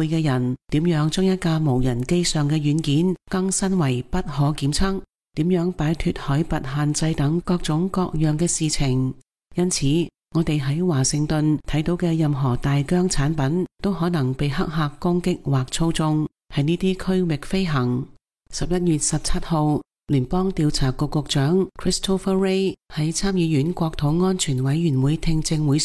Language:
Cantonese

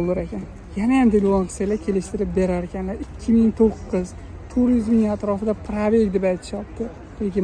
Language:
Uzbek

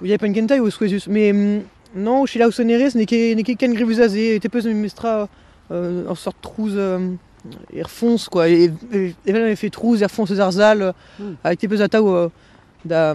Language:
Breton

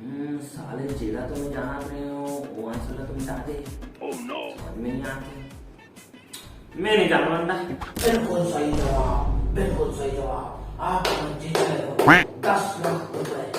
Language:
Chhattisgarhi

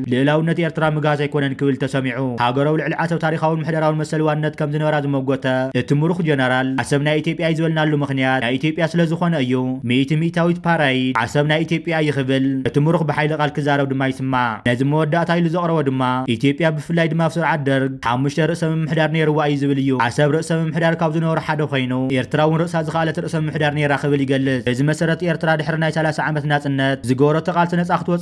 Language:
Tigrinya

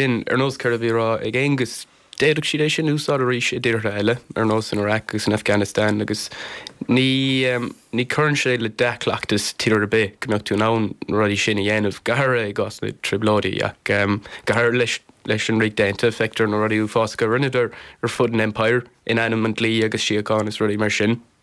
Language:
Irish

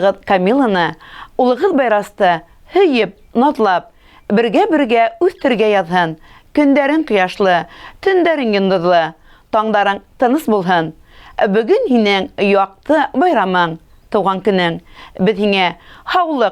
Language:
Bashkir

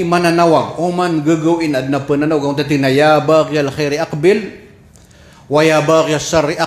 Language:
Maranao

